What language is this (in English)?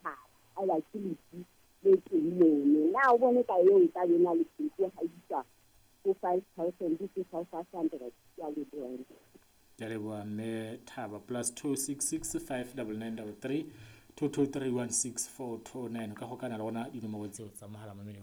Southern Sotho